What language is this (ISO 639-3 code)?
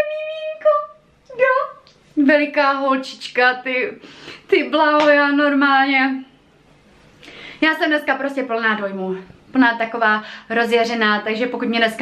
ces